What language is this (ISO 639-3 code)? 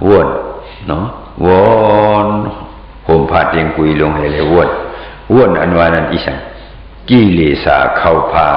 shn